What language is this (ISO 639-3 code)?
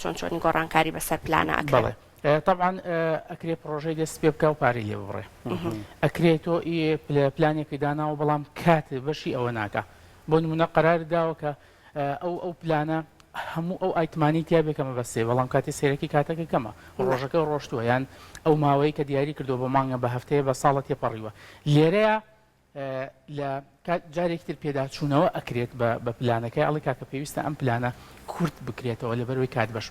ckb